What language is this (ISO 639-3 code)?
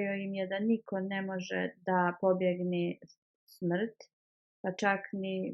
bos